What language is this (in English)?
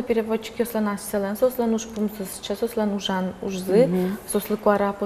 Udmurt